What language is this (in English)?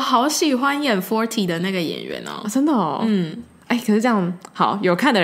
Chinese